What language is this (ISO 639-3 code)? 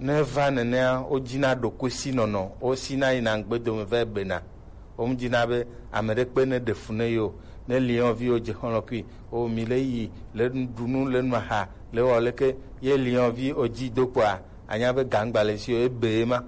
gej